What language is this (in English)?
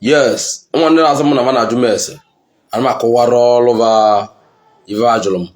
Igbo